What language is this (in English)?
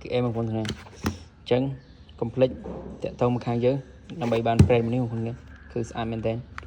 Khmer